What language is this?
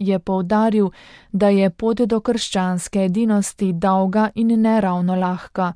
Slovenian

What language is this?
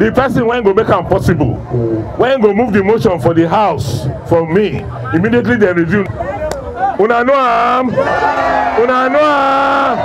Nigerian Pidgin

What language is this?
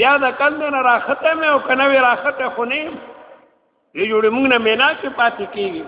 Pashto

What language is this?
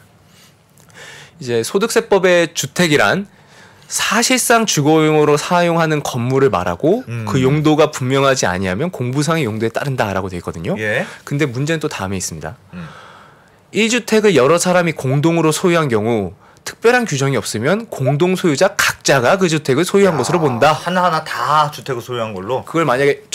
Korean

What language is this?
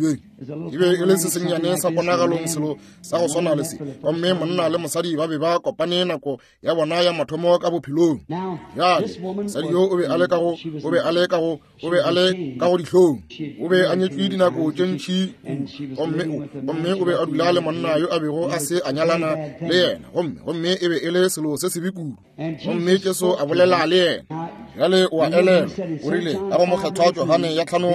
Northern Sotho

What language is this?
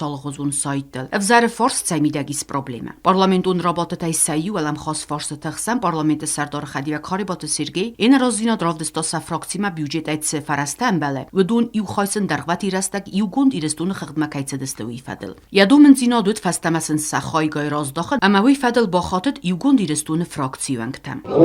Ossetic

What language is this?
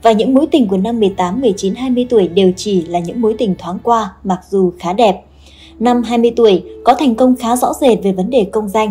Vietnamese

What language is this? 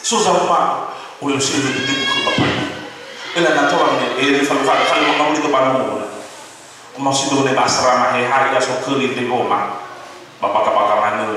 Nias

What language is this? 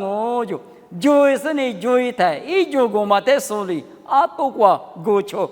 Lisu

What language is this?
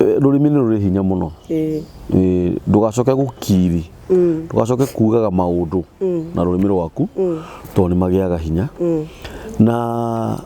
Kikuyu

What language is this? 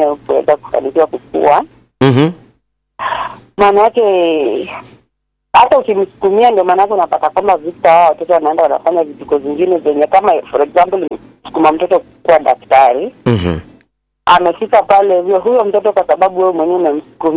Swahili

